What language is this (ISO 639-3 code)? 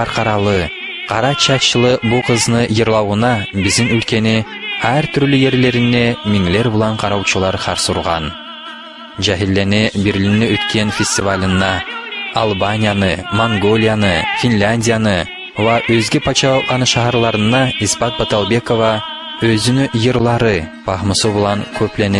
kum